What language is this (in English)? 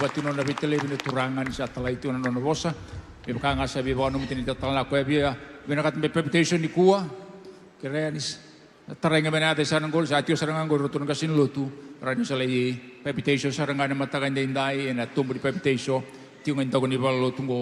Fijian